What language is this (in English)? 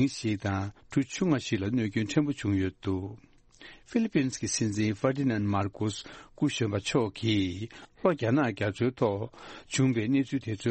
Tibetan